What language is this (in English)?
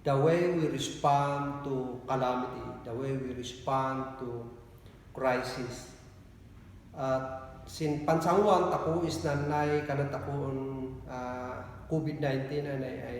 Kankanaey